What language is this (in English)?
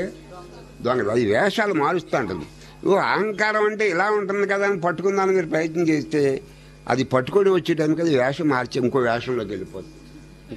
Telugu